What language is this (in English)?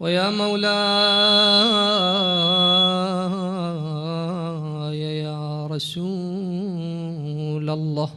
Mesopotamian Arabic